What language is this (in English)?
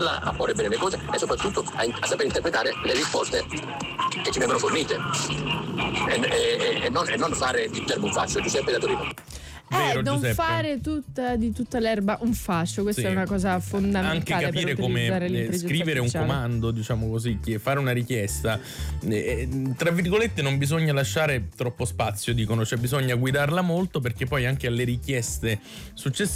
Italian